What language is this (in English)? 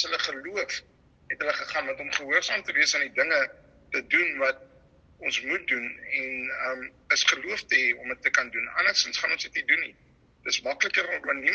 Afrikaans